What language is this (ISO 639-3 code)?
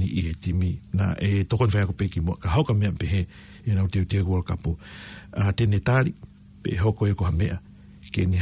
ton